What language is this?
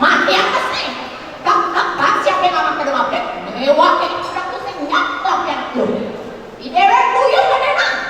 Balinese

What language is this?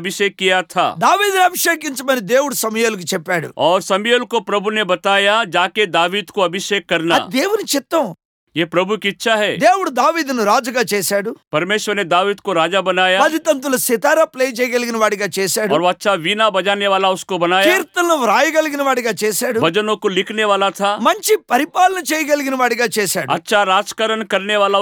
Telugu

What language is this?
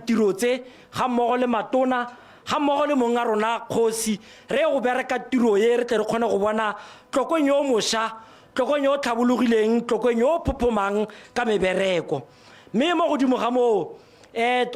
Tswana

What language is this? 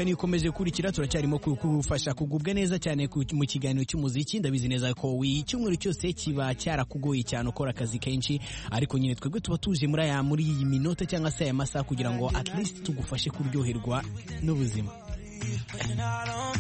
Kinyarwanda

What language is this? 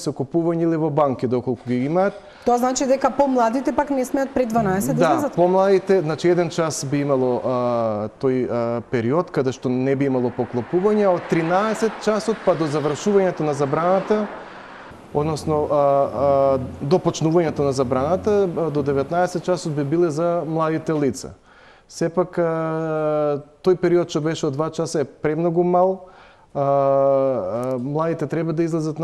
Macedonian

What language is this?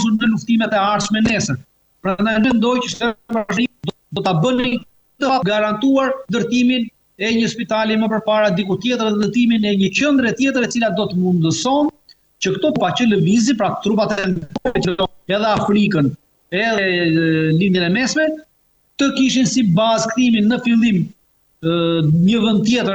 Albanian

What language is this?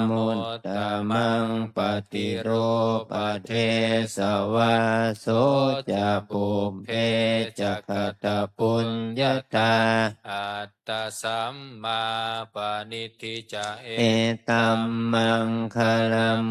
Pali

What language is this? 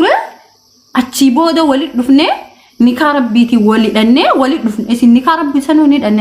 Oromo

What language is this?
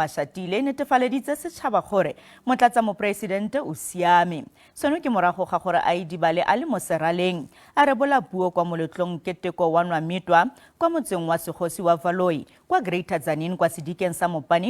Tswana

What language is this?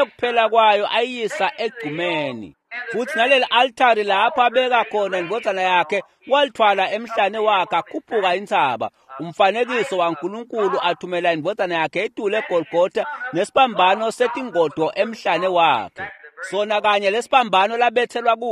Swati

